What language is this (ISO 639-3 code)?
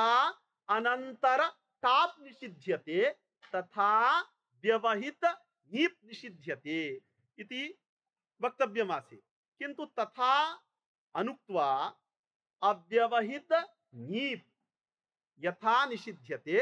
san